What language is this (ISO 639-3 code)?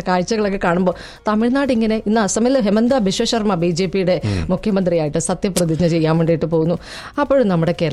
mal